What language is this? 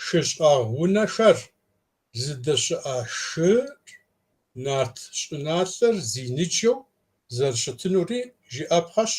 Kabardian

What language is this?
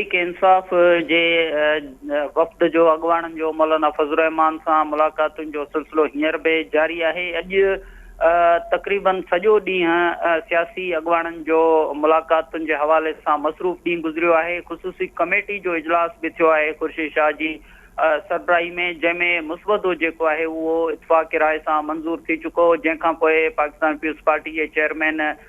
Sindhi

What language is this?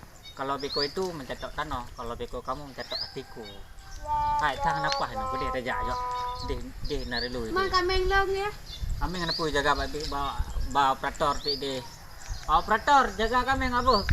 Achinese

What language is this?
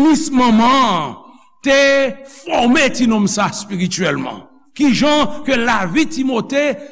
Haitian Creole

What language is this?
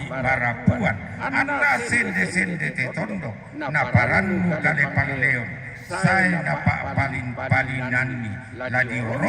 Toraja-Sa'dan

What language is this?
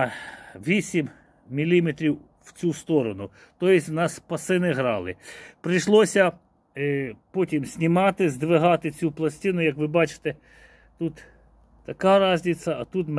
Ukrainian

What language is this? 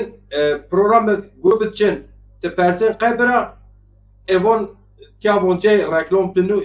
Zaza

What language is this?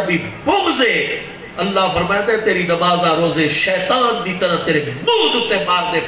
Saraiki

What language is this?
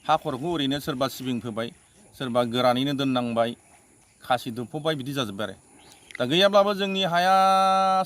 Bodo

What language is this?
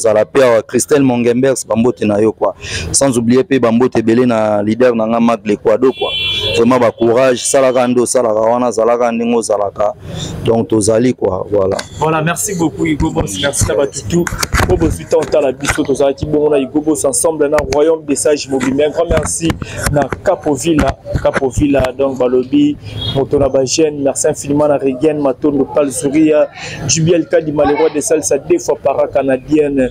Lingala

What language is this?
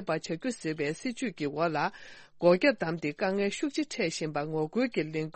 Tibetan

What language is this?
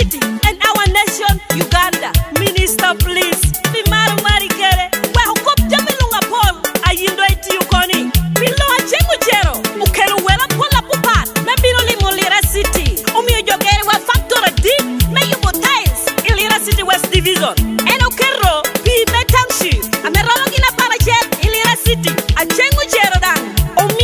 Lango (Uganda)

